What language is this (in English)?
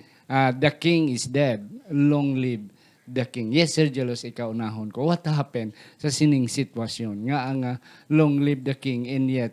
Hiligaynon